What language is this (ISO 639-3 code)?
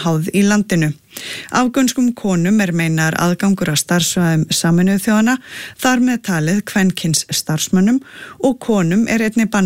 isl